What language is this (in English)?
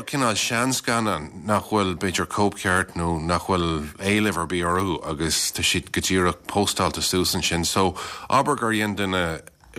Irish